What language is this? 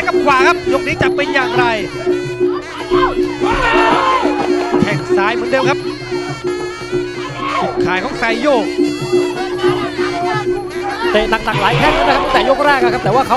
Thai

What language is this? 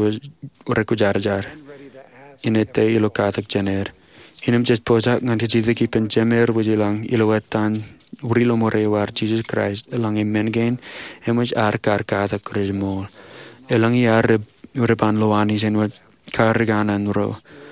Marshallese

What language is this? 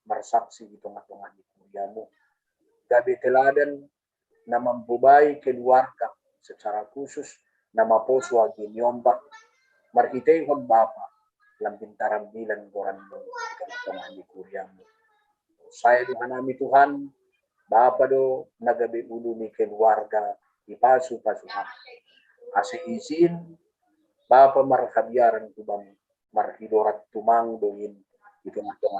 Batak Simalungun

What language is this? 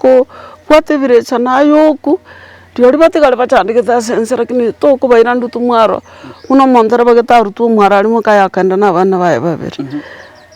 Gusii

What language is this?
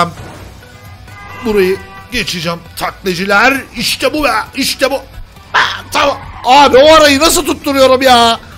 Turkish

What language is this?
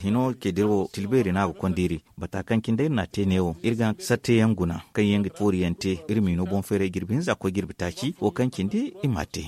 Zarma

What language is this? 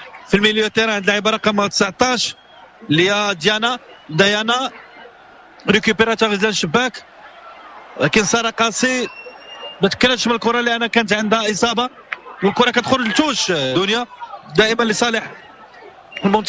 Moroccan Arabic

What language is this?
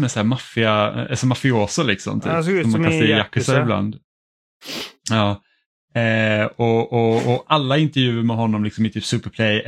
Swedish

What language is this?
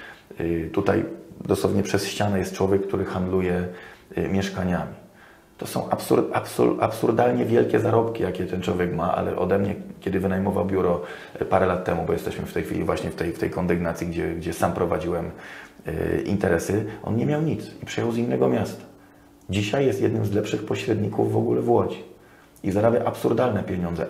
Polish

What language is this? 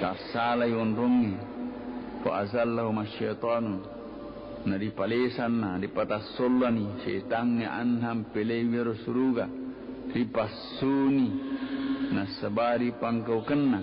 Buginese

